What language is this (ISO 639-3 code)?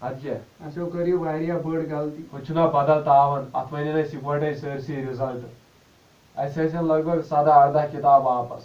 kas